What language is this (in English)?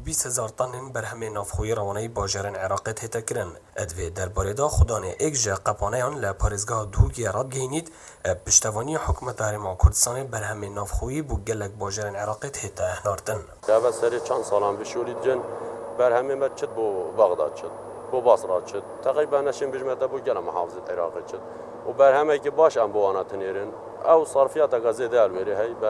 Kurdish